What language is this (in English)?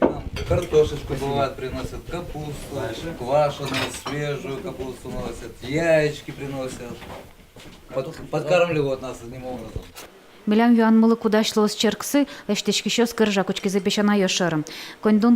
Udmurt